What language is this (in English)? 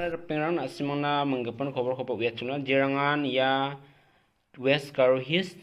Garo